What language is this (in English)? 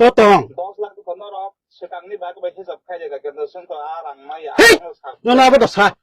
Kok Borok